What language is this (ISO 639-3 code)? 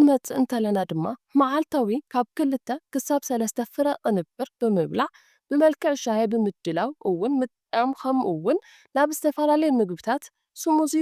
tir